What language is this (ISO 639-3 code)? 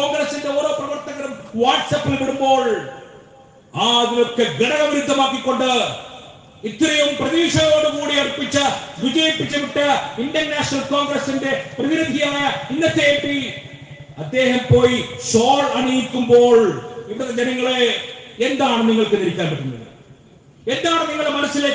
mal